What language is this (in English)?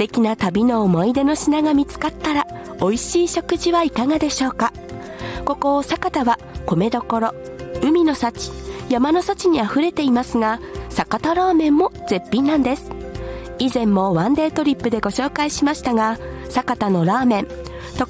Japanese